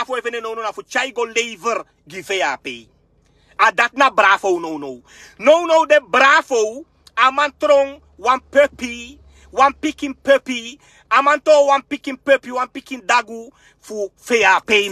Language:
Sranan Tongo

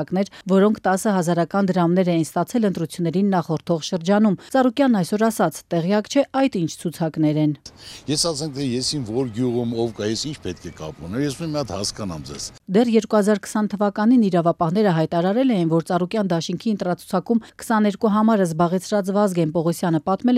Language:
Armenian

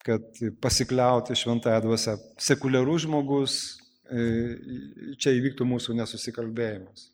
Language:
Lithuanian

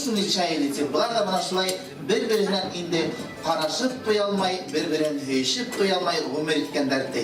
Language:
Bashkir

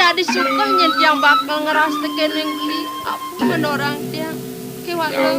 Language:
Balinese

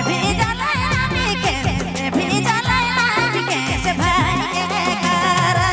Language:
Sadri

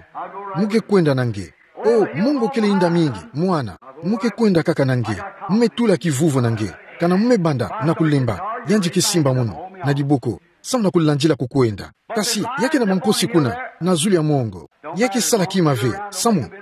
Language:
Kituba (Democratic Republic of Congo)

